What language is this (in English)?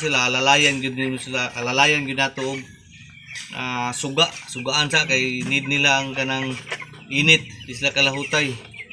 Cebuano